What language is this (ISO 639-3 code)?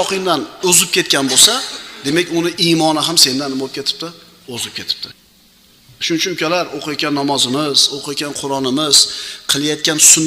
uzb